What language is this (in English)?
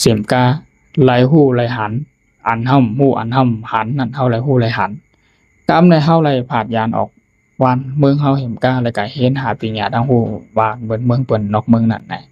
Shan